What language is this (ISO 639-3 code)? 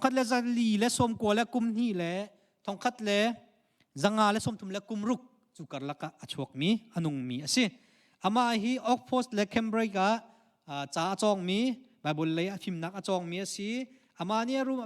cnh